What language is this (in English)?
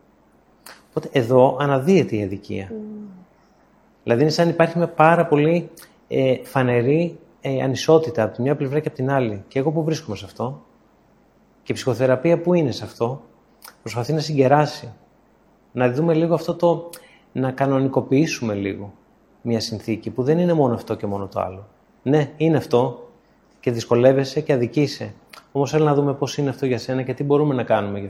Greek